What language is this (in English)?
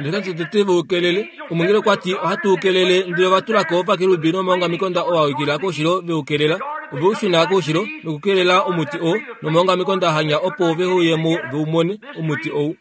Kuanyama